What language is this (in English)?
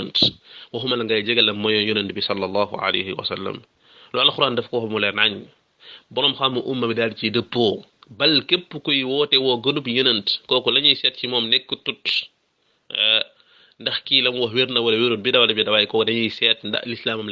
Wolof